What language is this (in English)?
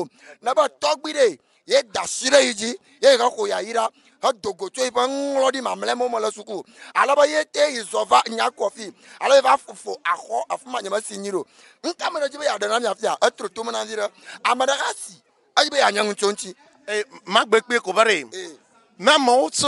Ewe